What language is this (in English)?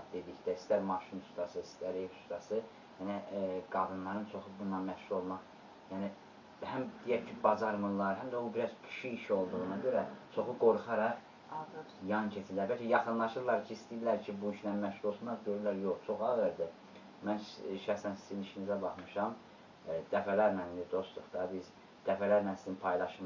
Azerbaijani